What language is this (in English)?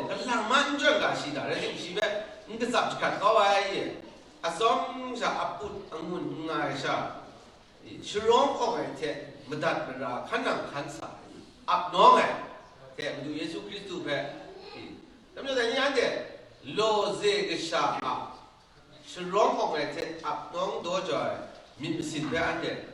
Kachin